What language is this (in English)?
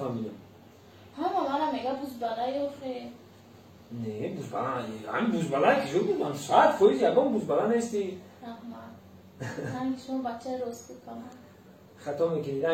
Tajik